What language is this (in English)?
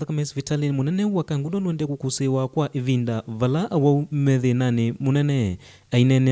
Kamba